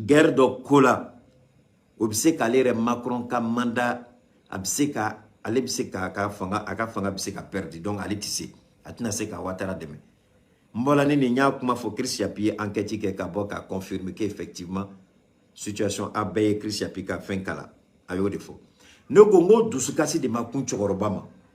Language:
Bambara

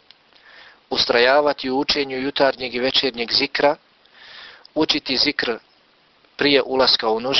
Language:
Bosnian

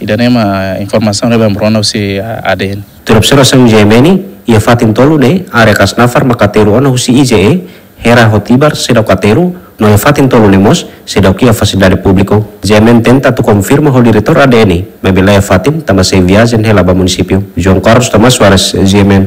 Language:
Tetum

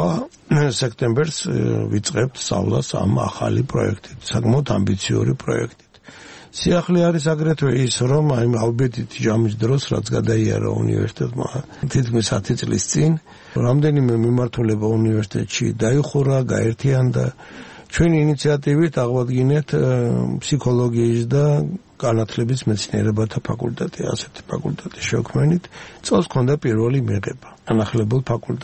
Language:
Georgian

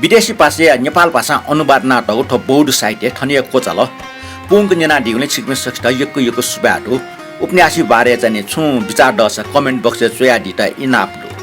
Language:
Newari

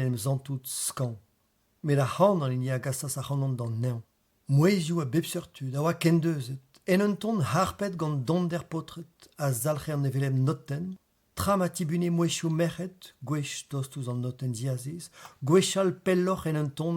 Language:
Breton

